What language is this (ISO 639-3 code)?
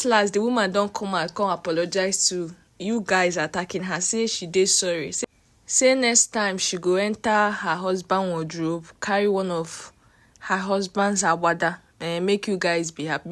pcm